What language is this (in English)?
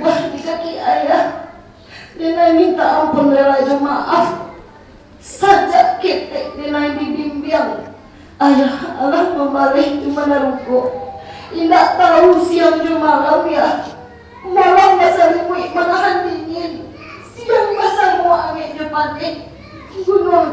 Minangkabau